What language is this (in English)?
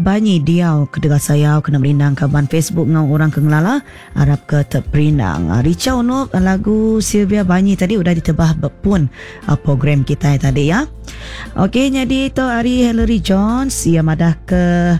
Iban